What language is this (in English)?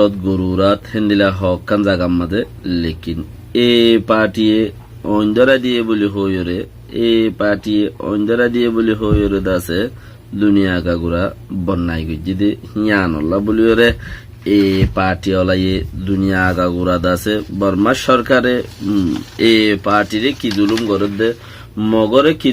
Rohingya